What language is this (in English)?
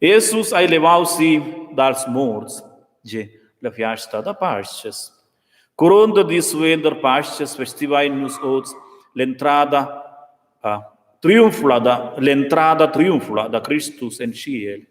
Romansh